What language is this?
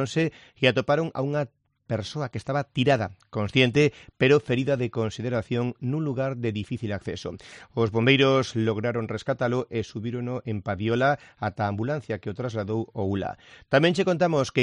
Galician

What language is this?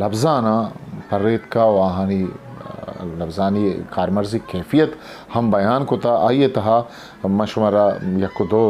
Eastern Balochi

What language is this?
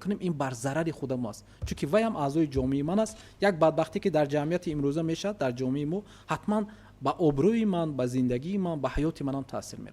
Tajik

